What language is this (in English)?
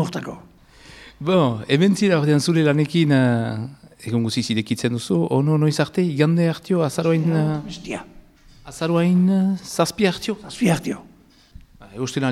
Basque